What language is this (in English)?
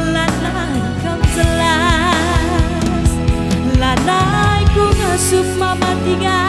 Batak Karo